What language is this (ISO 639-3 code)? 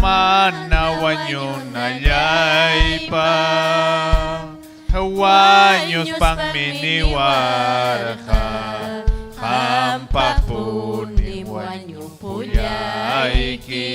quy